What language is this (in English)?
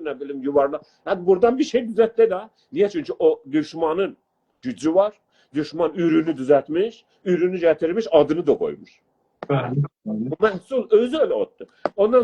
South Azerbaijani